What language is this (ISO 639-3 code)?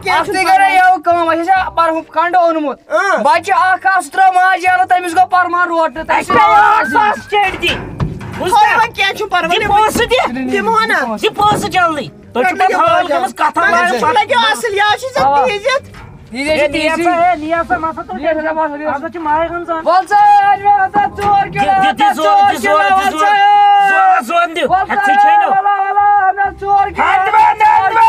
kas